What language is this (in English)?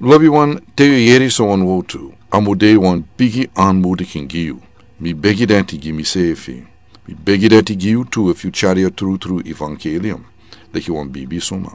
Sranan Tongo